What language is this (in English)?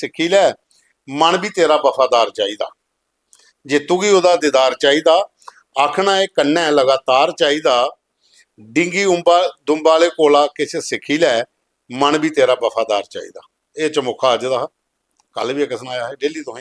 Dogri